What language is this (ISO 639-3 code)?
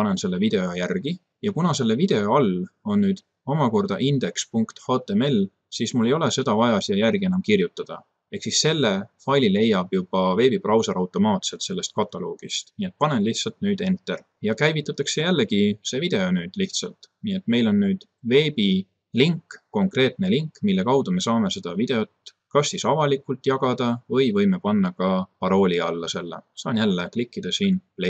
est